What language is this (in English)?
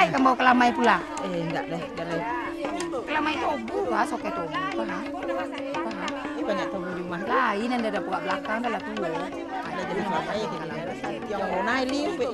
Minangkabau